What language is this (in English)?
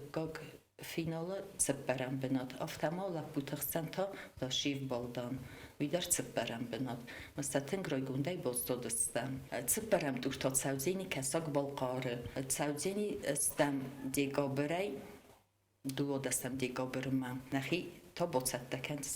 Ossetic